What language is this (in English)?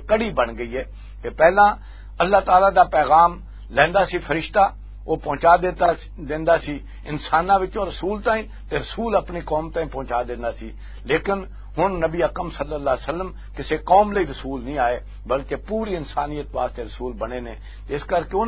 Western Panjabi